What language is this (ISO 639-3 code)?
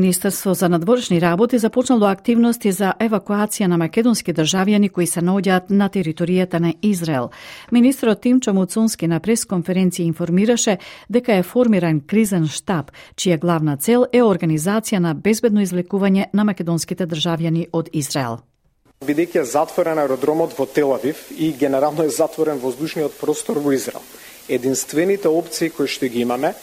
mkd